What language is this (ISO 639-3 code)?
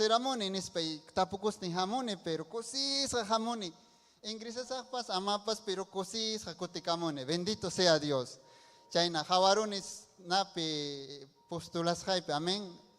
quy